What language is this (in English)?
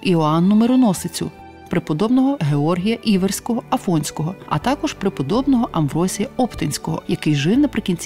Ukrainian